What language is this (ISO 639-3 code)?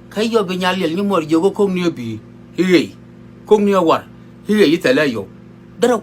nus